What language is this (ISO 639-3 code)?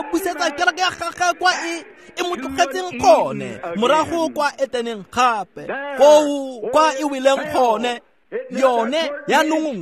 tsn